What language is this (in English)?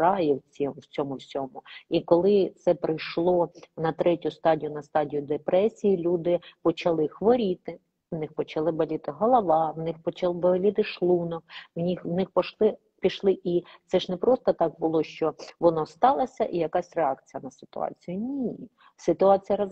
Ukrainian